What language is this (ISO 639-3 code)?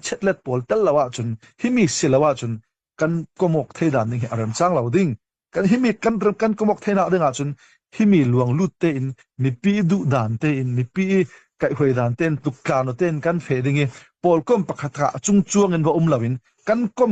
cnh